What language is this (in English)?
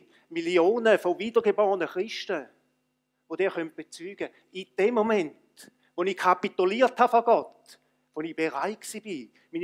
Swiss German